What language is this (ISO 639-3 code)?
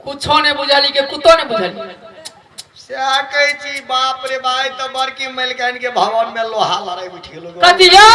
mai